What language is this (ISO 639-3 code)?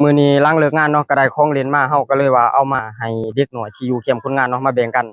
lao